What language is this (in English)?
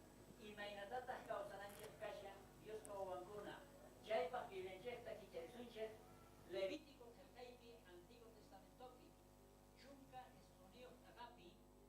South Bolivian Quechua